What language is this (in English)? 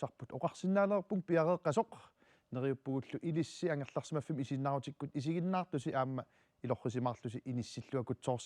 Kalaallisut